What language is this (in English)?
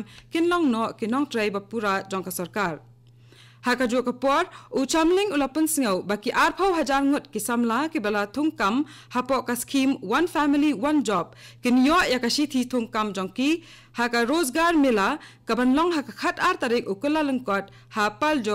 Khasi